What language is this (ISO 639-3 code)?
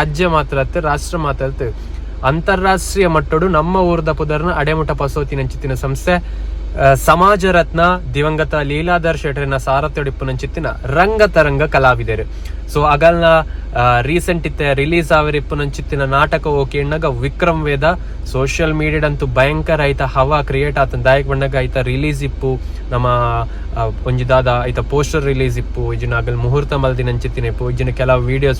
tcy